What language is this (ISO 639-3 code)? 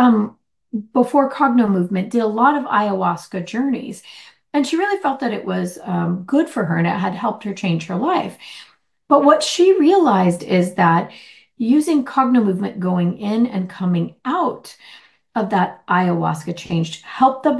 eng